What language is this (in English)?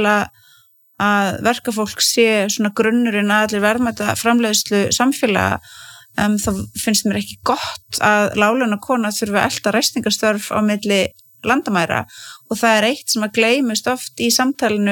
Icelandic